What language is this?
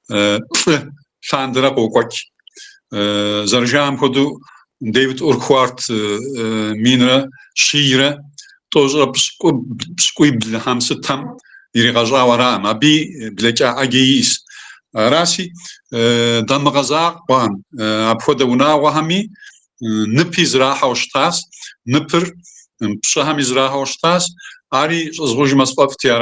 Kabardian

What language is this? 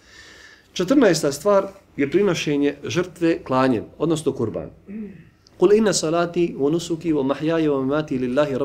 Bosnian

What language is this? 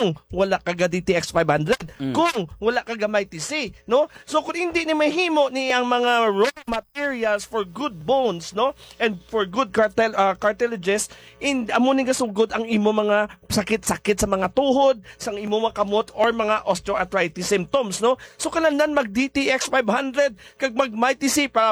Hiligaynon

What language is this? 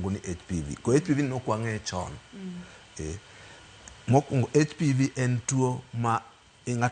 Luo (Kenya and Tanzania)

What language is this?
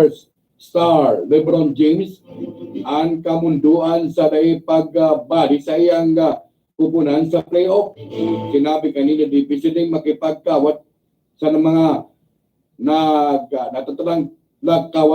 Bikol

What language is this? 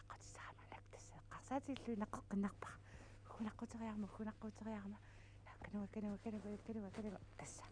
Kalaallisut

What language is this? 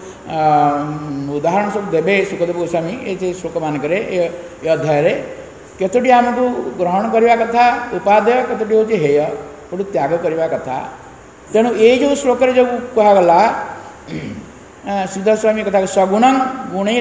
Odia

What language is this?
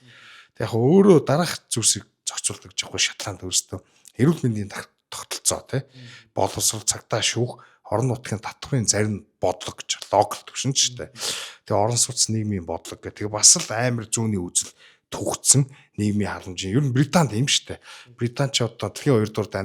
Mongolian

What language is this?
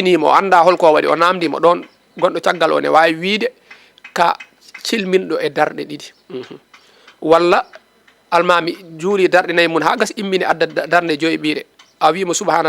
Fula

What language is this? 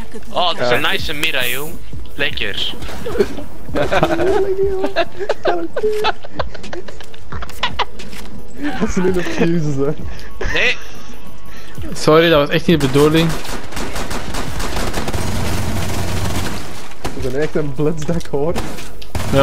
Dutch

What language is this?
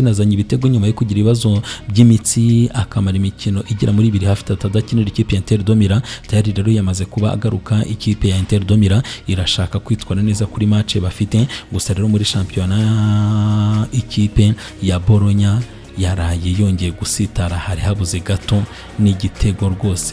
Kinyarwanda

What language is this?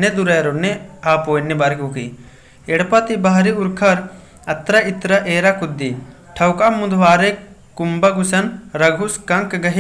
Kurukh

